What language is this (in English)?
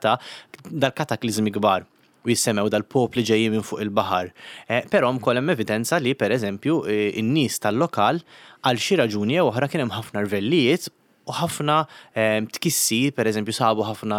Maltese